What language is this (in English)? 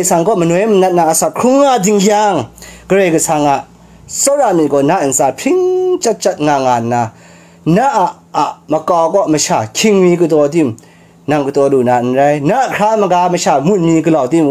Kachin